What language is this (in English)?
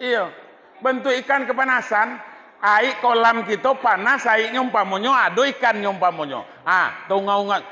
Minangkabau